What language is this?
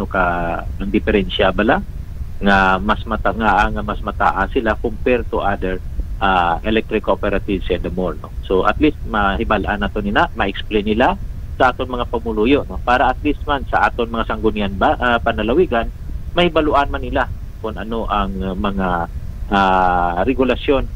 Hiligaynon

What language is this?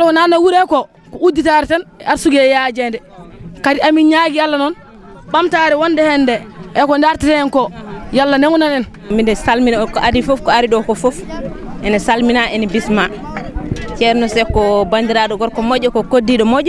Fula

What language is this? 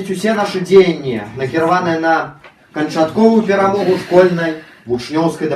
Belarusian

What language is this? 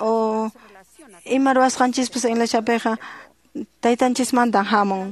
Quechua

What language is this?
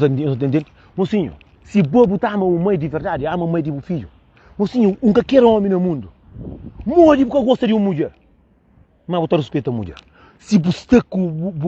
Kabuverdianu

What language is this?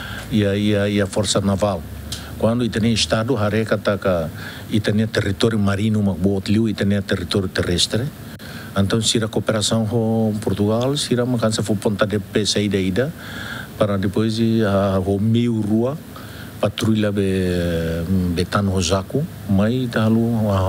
Tetum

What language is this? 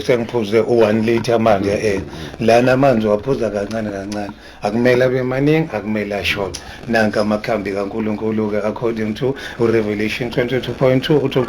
Zulu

